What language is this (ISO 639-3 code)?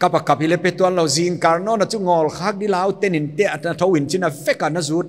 pck